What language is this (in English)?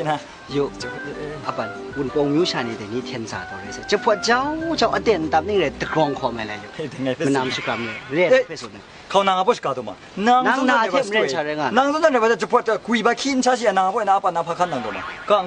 Kachin